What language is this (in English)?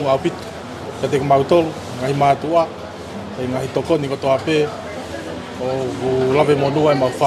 Tongan